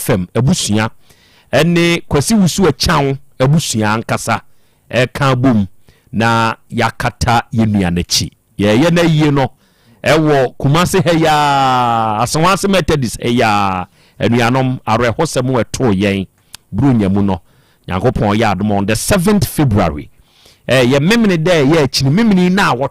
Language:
Akan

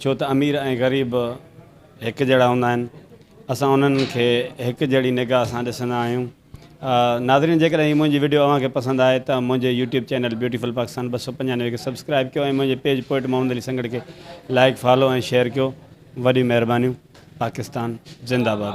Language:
Sindhi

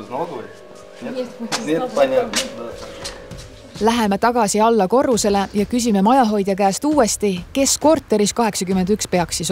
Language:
Estonian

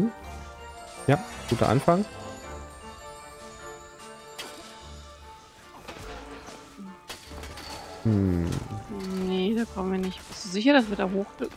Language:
German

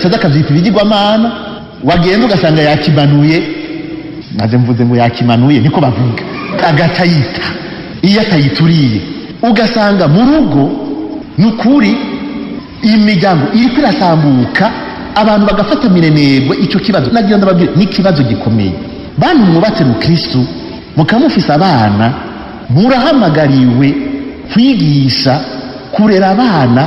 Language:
Rundi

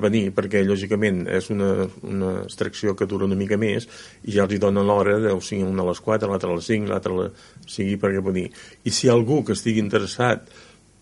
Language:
Catalan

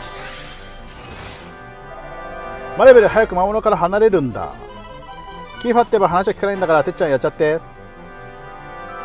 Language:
Japanese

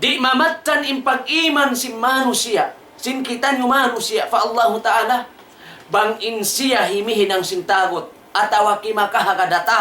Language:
Tausug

